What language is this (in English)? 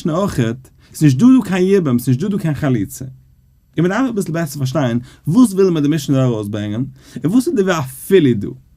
Yiddish